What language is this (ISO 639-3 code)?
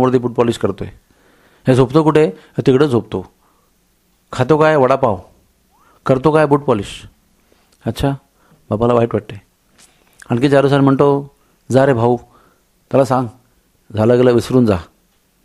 mar